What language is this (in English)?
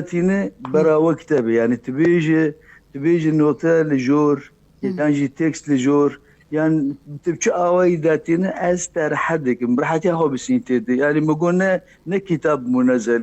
Kurdish